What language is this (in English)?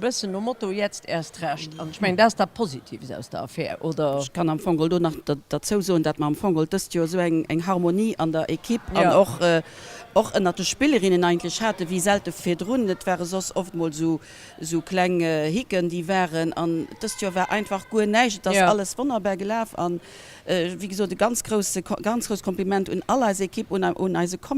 Luxembourgish